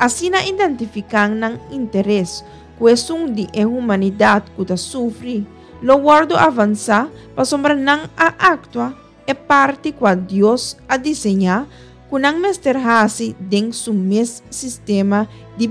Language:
Papiamento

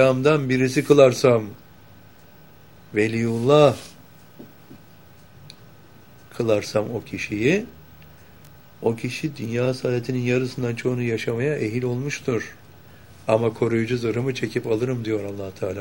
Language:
Turkish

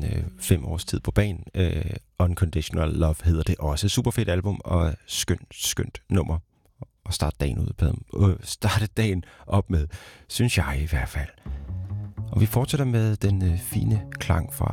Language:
Danish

